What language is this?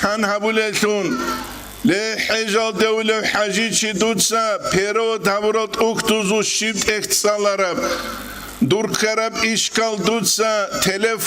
Avaric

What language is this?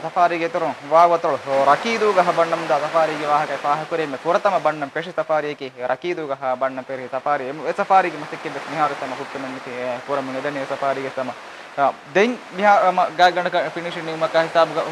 Divehi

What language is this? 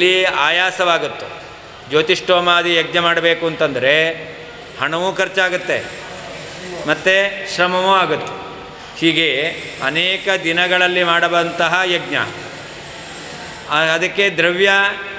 Kannada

